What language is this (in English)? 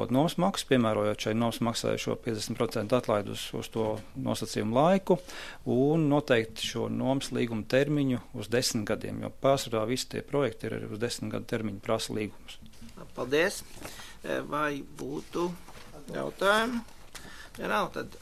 Latvian